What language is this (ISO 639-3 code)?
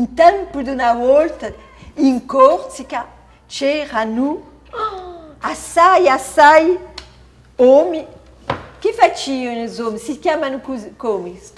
cos